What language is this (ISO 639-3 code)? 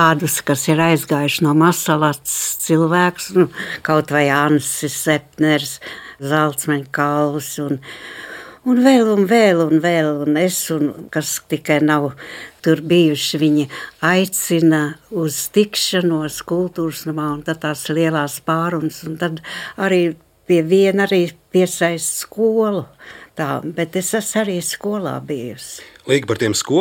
lav